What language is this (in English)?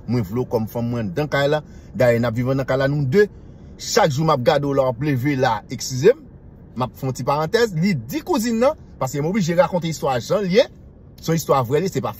Haitian Creole